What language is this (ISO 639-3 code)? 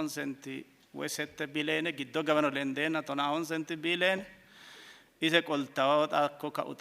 sid